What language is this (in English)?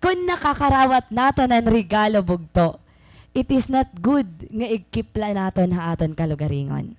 Waray